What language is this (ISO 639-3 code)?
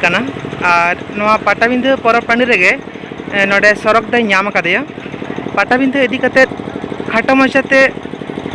sat